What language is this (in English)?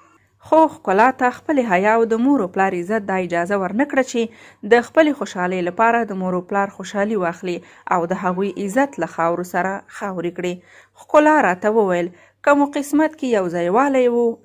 Pashto